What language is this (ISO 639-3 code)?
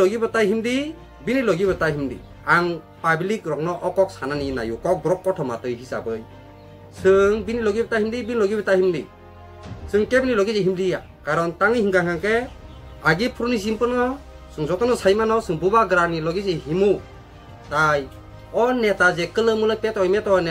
trp